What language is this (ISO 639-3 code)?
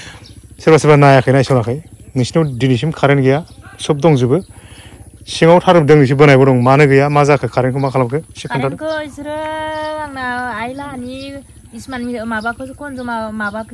brx